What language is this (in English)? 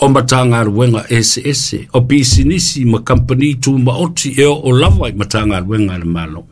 Samoan